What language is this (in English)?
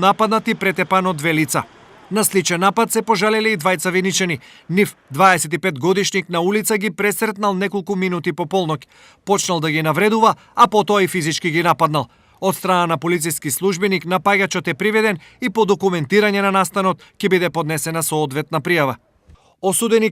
Macedonian